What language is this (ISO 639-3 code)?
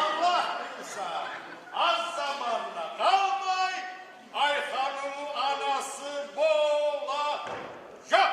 kum